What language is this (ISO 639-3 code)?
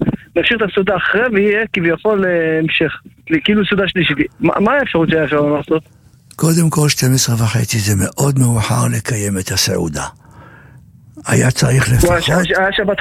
heb